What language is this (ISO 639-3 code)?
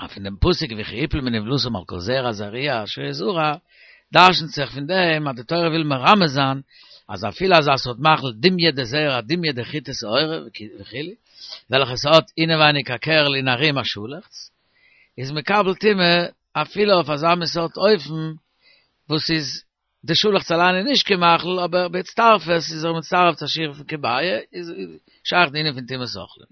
yid